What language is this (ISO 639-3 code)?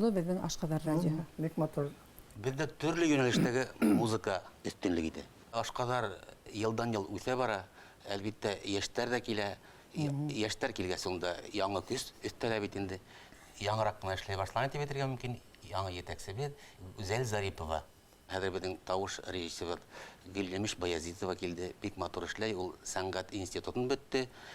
bak